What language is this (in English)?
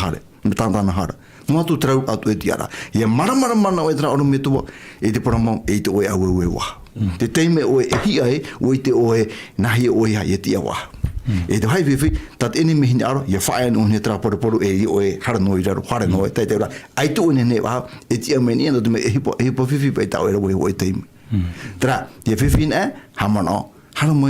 Tahitian